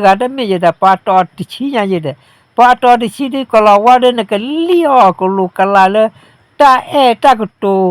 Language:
S'gaw Karen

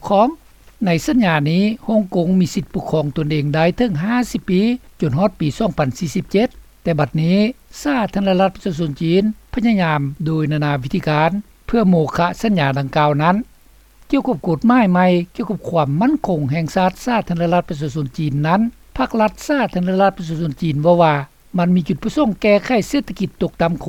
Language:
Lao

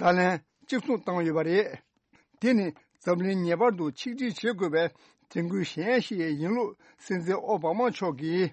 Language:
Tibetan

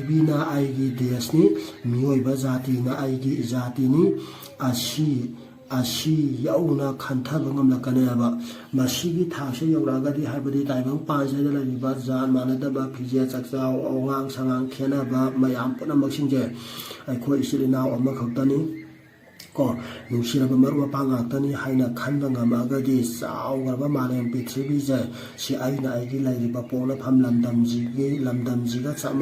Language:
Manipuri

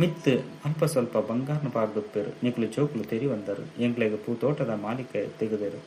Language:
Tulu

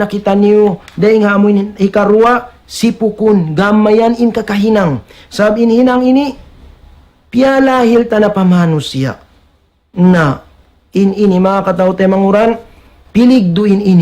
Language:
Tausug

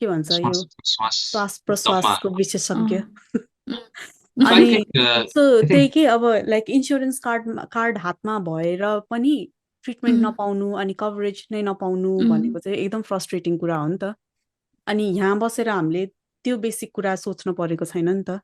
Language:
Nepali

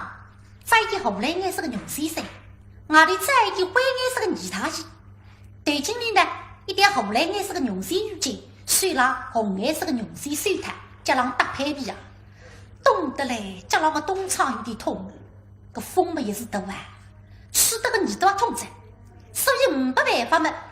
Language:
Wu Chinese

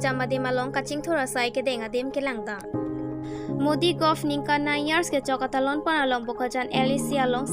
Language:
Karbi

